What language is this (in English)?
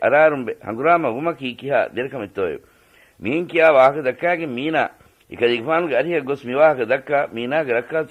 Divehi